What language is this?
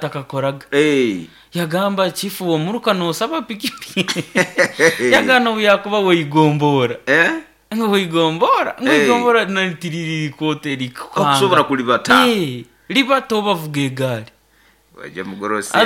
Nyoro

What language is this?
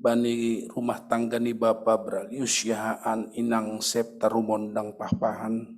Batak Simalungun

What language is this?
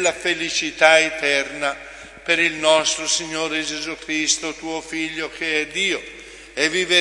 Italian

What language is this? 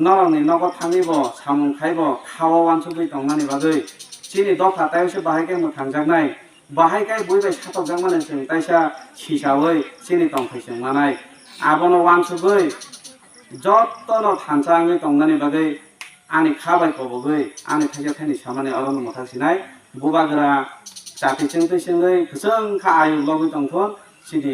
Kok Borok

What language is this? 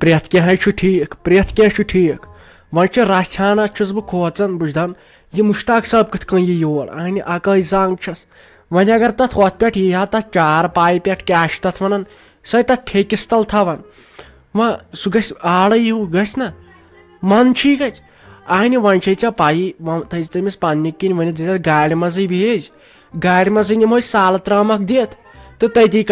Kashmiri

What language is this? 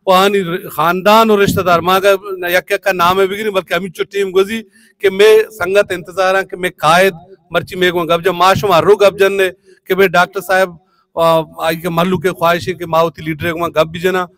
Baluchi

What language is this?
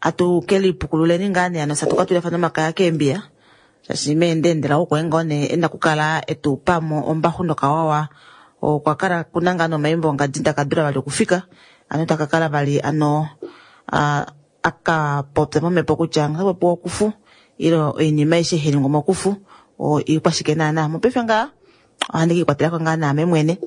Kuanyama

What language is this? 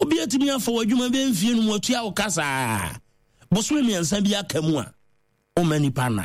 Akan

